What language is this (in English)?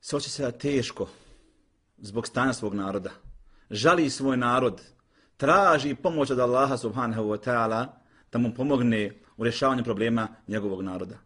Bosnian